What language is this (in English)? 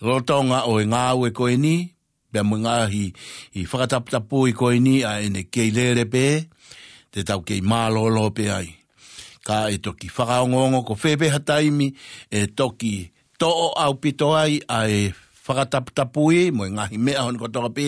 Tongan